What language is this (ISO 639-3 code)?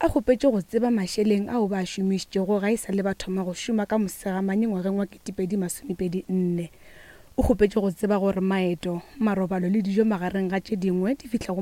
nso